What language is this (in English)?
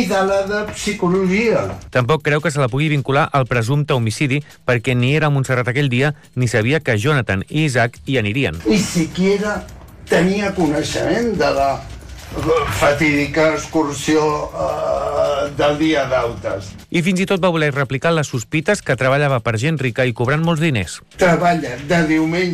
Catalan